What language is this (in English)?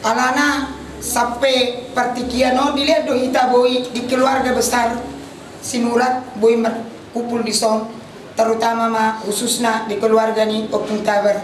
Batak Toba